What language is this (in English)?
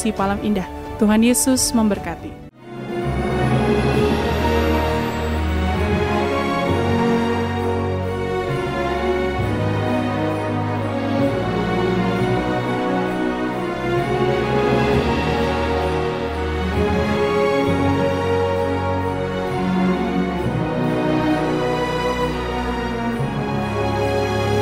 Indonesian